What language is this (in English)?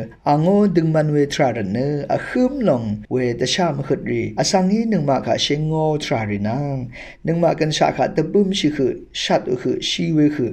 Rawang